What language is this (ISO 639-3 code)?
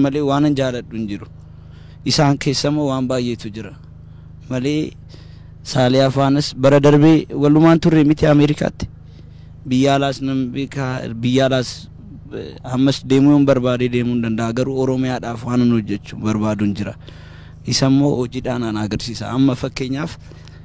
orm